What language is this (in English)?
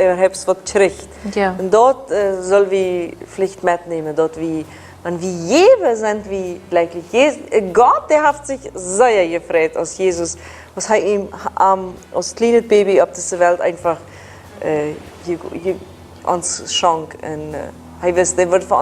Plautdietsch